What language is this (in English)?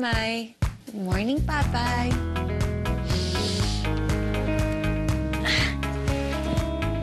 Filipino